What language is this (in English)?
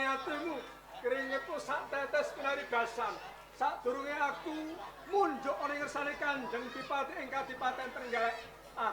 Javanese